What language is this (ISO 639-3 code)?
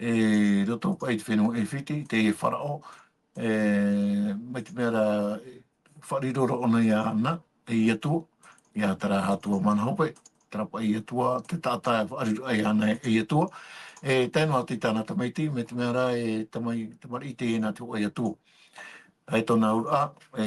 tah